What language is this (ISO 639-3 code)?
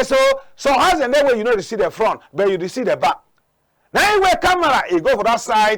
wes